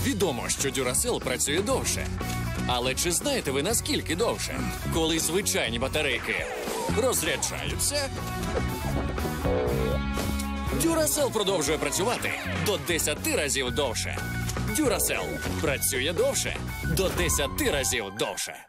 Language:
Ukrainian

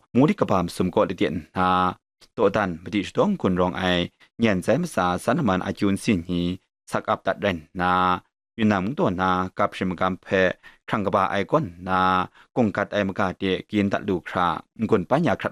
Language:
Kachin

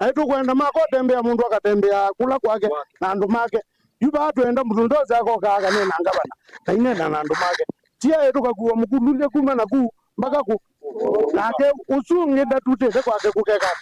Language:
Kamba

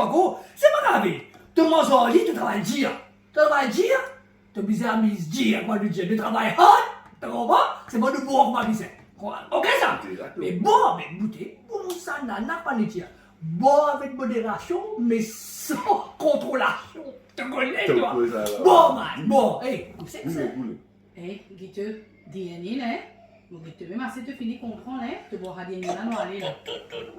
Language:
Morisyen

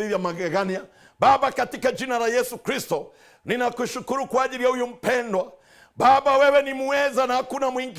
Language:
Meru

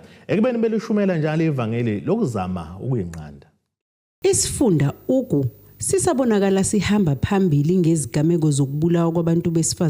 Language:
Zulu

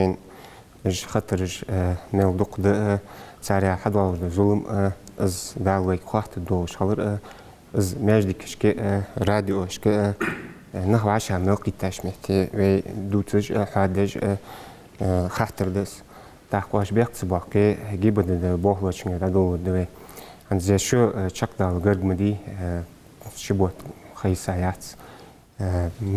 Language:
Ingush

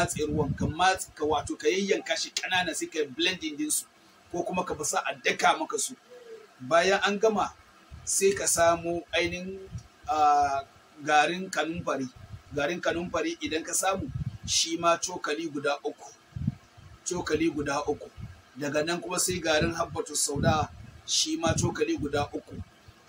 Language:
Hausa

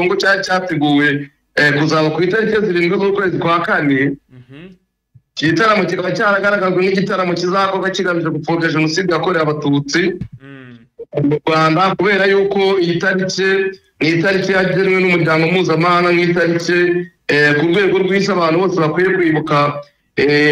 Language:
Kinyarwanda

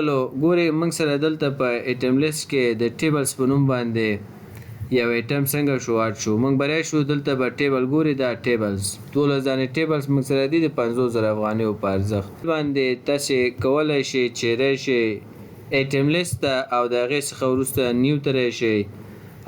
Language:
Pashto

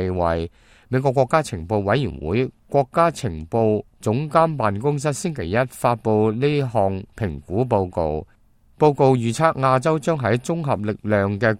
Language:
Cantonese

